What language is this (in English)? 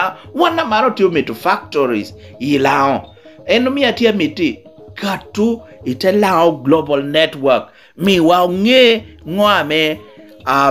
Lango (Uganda)